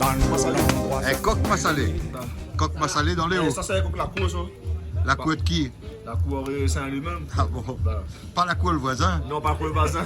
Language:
Réunion Creole French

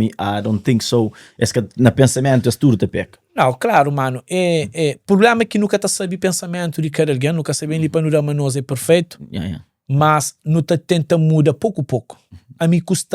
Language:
Kabuverdianu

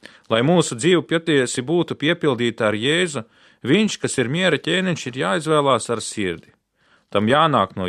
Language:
Latvian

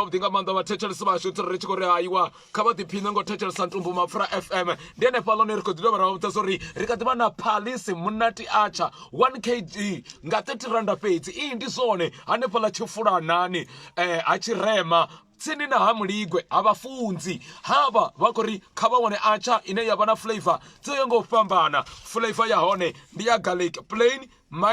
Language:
Venda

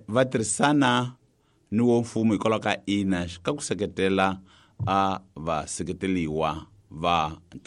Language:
Tsonga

